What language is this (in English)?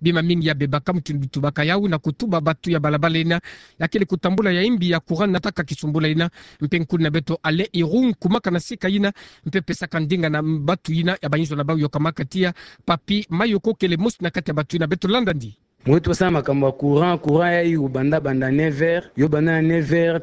Kituba (Democratic Republic of Congo)